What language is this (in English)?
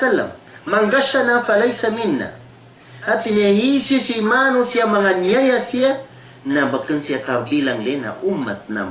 Tausug